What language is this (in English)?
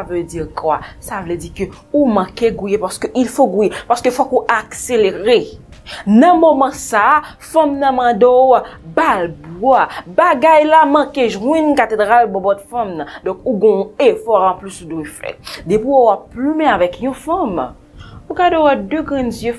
Haitian Creole